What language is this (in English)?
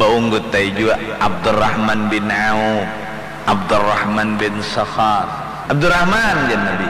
Banjar